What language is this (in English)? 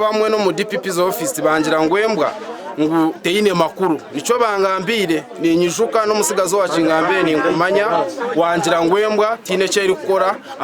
Nyankole